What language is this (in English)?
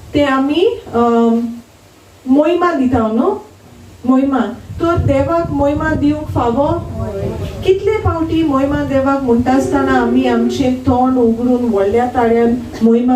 Konkani